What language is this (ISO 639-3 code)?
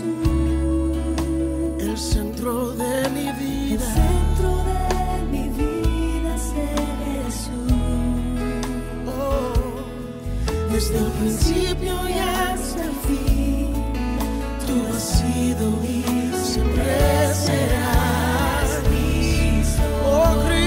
spa